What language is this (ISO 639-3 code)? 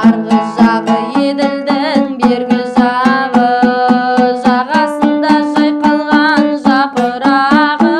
kaz